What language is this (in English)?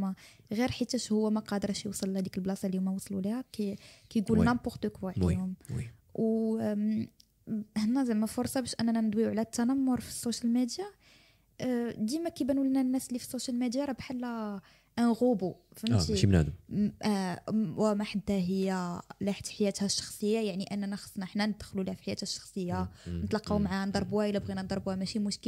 Moroccan Arabic